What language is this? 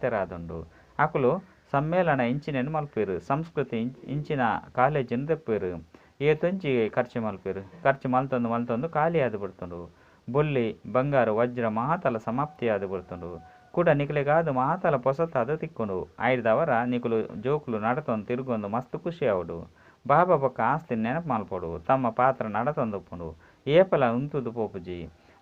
Tulu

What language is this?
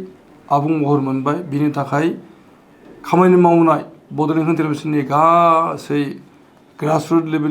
Bodo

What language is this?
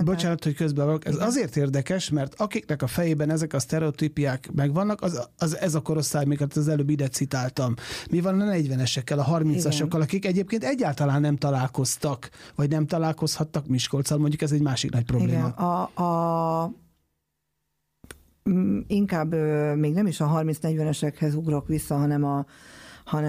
Hungarian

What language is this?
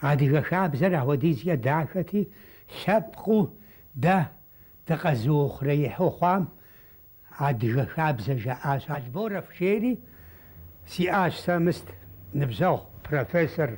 Kabardian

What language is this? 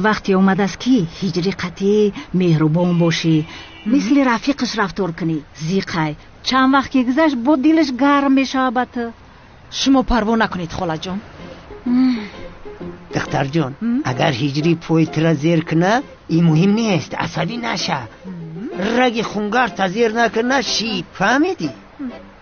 Tajik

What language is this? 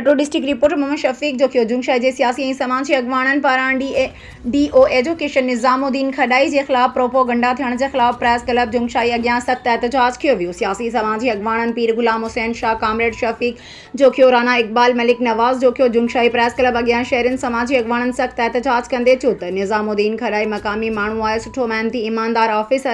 Sindhi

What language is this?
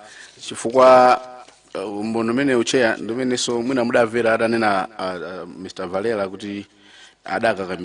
Nyanja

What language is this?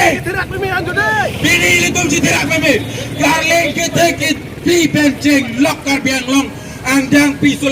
Karbi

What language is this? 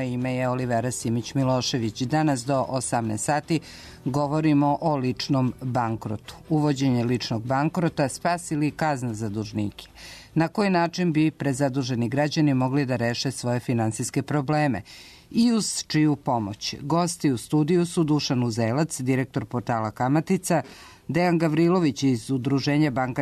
Serbian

